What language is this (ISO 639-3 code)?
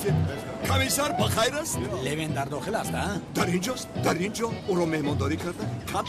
tgk